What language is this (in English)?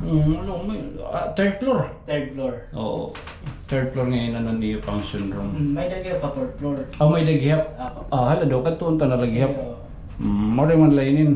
Waray